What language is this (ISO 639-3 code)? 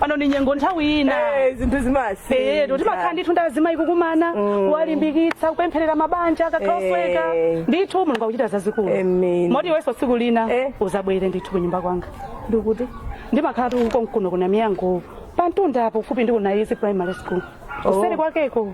nya